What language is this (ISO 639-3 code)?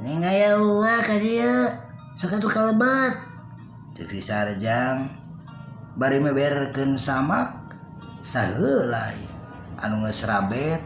sun